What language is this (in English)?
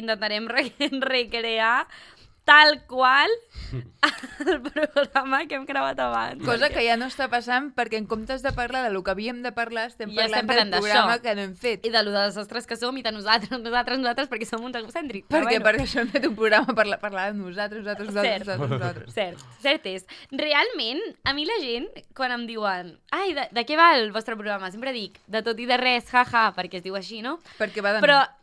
Catalan